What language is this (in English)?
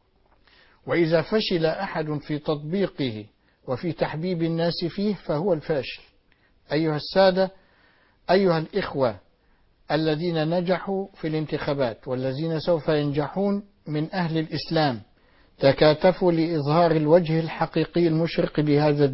Arabic